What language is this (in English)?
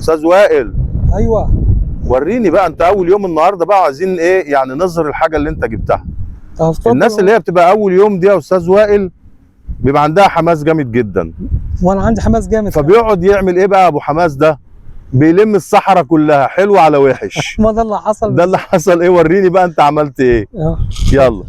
Egyptian Arabic